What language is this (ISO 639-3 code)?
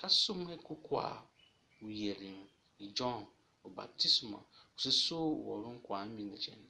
tiv